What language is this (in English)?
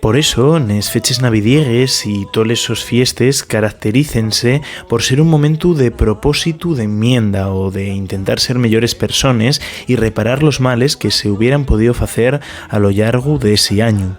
Asturian